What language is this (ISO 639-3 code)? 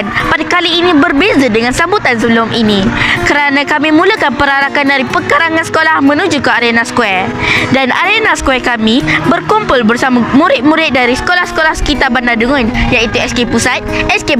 msa